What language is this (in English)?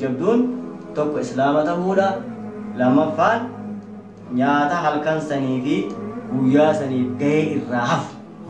Oromo